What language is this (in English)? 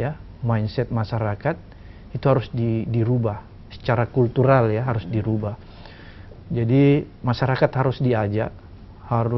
Indonesian